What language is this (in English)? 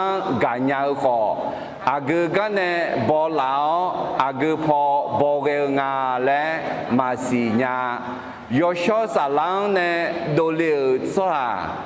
Akha